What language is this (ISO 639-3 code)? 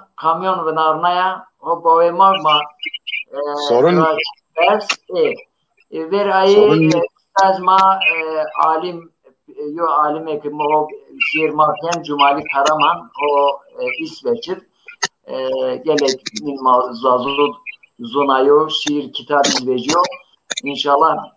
zza